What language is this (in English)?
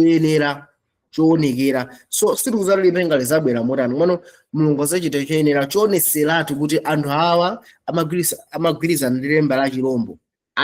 Nyanja